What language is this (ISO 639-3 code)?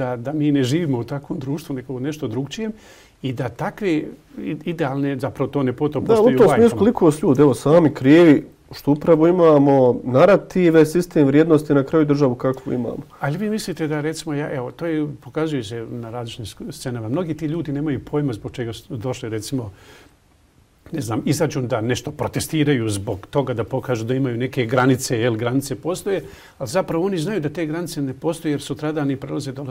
bos